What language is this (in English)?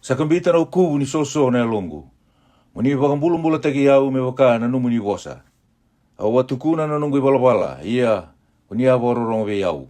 Fijian